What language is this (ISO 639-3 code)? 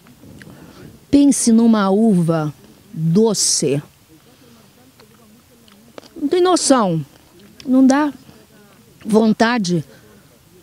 por